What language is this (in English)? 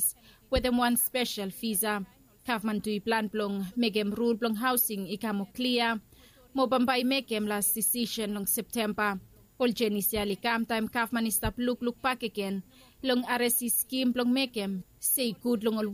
Bislama